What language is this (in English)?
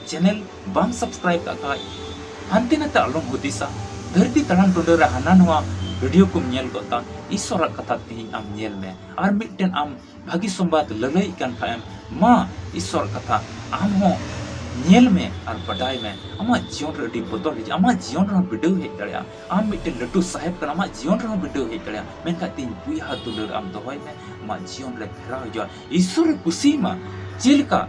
Santali